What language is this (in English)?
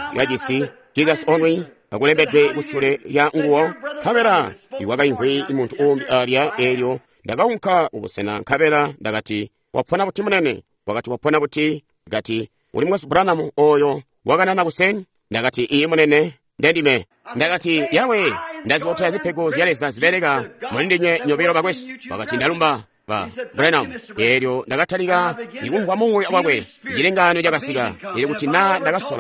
Tonga (Zambia)